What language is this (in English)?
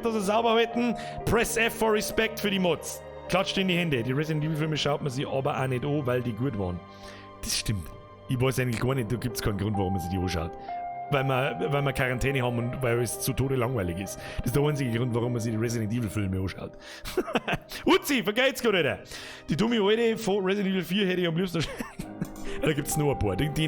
Bavarian